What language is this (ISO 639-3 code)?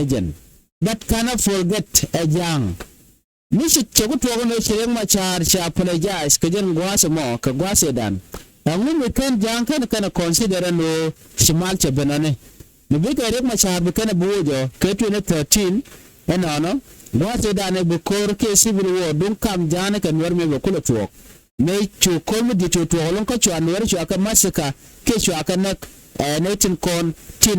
nus